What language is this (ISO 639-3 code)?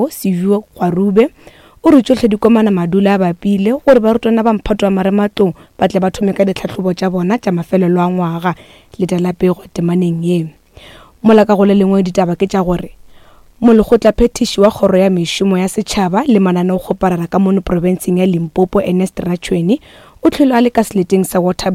nso